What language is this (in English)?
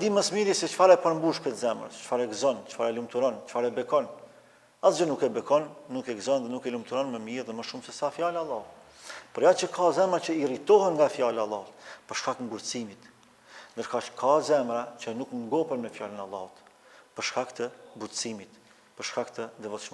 Albanian